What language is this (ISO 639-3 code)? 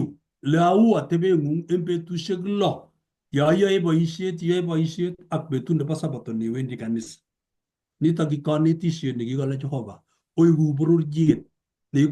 kln